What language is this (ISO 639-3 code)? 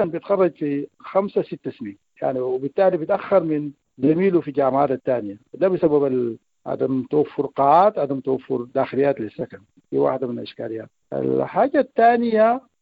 apd